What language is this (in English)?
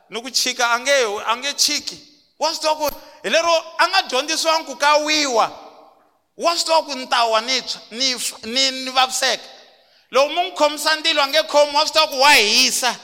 Tsonga